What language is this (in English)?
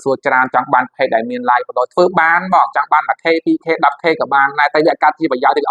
Khmer